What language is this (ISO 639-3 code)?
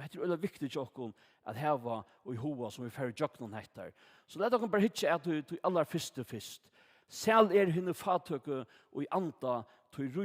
fao